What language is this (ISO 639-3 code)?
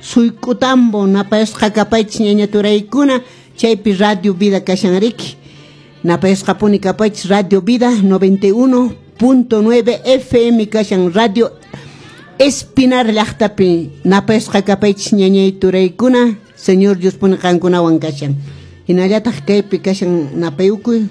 que